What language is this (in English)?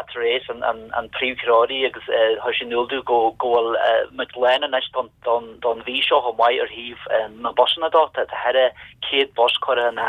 Irish